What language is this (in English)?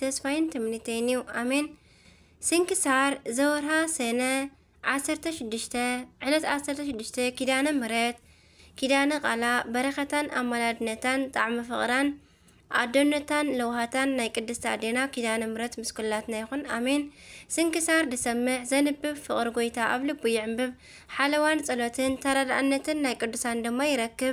Tigrinya